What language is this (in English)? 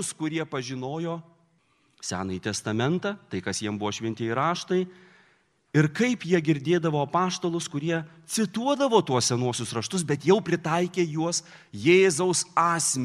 Lithuanian